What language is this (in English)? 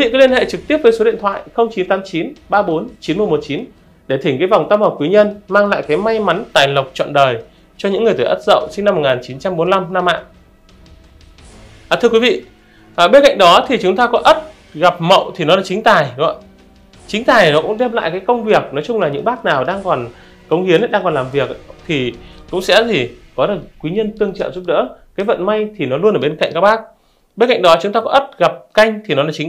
Vietnamese